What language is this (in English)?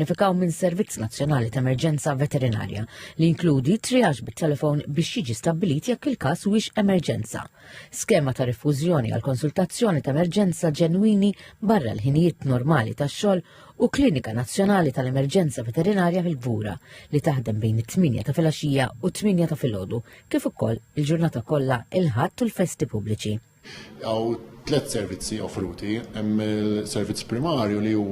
Maltese